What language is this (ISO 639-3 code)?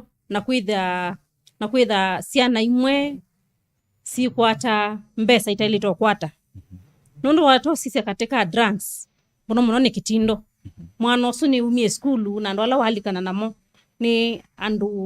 kam